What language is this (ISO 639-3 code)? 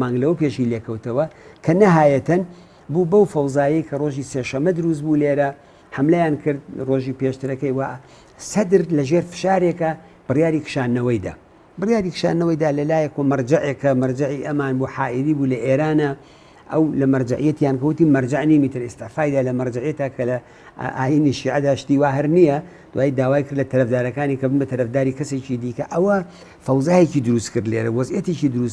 ckb